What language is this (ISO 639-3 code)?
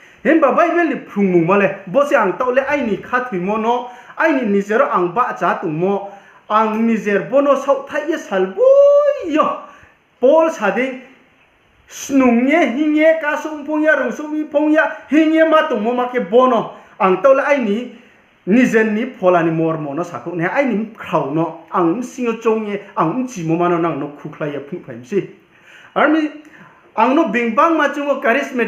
ria